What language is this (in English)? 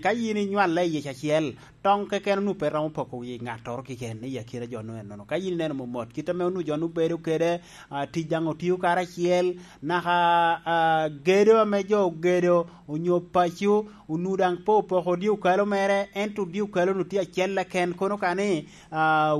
Lango (Uganda)